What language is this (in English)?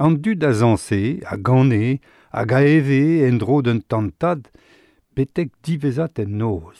Breton